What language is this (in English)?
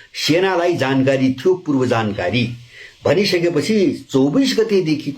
Nepali